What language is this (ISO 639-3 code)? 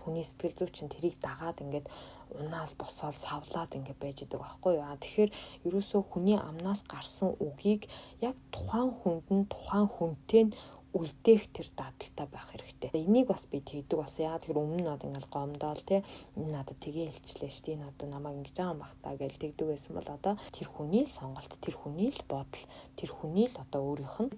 mon